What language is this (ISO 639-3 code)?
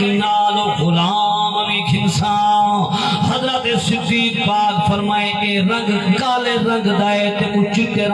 skr